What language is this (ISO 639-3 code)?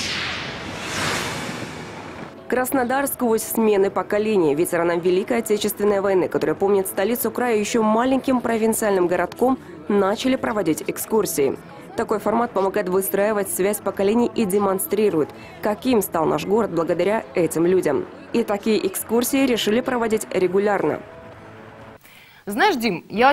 rus